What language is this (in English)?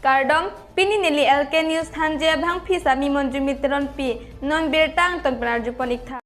Karbi